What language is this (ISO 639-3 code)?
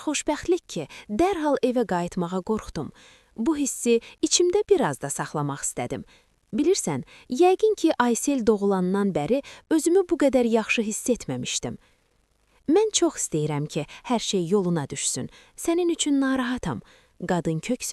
aze